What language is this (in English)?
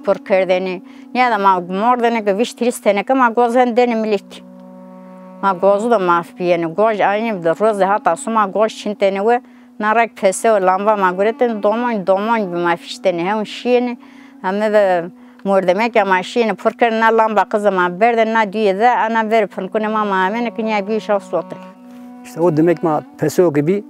Zaza